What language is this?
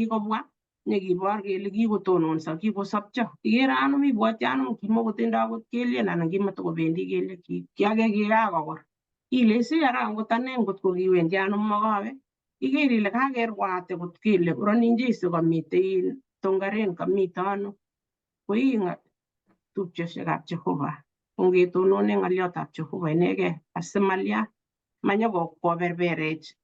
Kalenjin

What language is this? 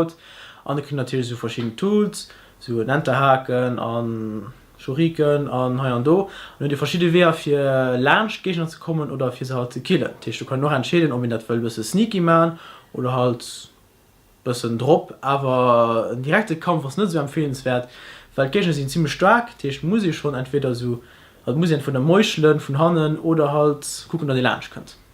Luxembourgish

